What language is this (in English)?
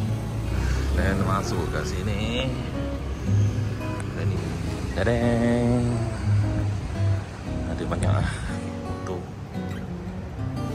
Malay